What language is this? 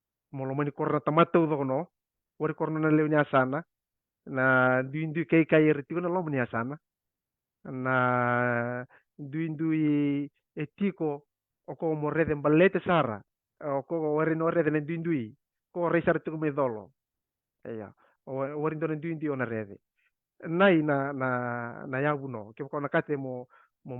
Fijian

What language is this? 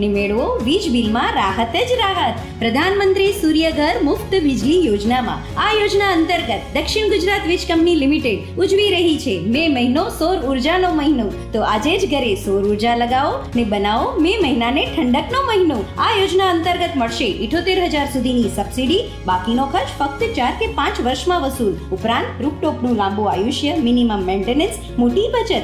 Gujarati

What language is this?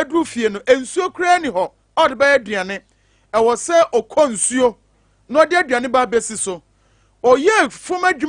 Akan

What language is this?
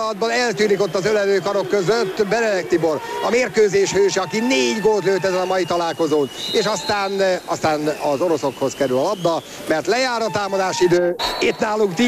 Hungarian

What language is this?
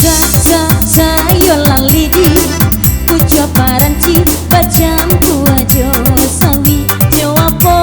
Minangkabau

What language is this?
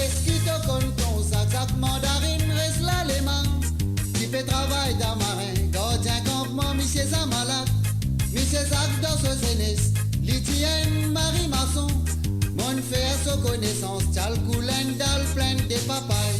Morisyen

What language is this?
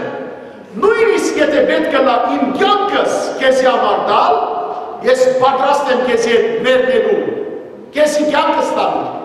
Western Armenian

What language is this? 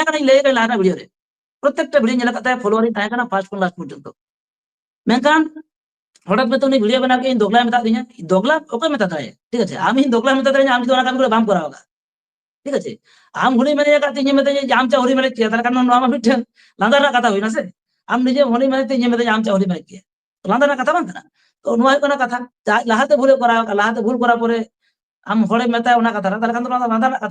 Santali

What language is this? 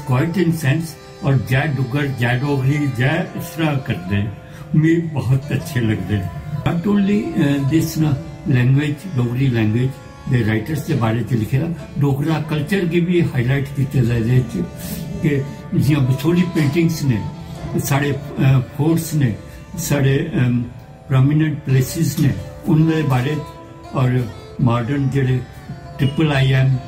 Dogri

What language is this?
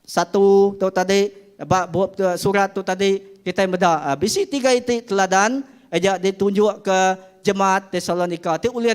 Iban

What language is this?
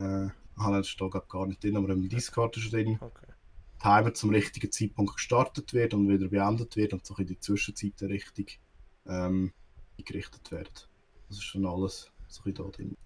Swiss German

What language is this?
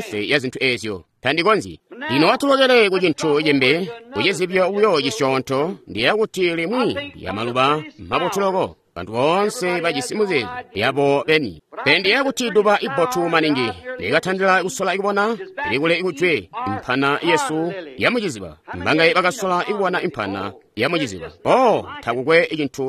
Tonga (Zambia)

